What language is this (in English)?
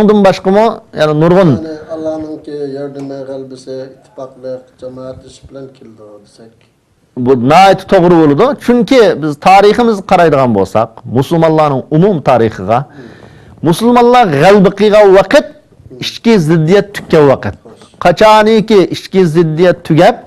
Uyghur